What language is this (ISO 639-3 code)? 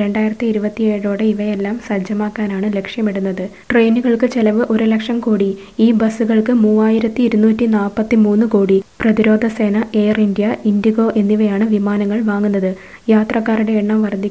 mal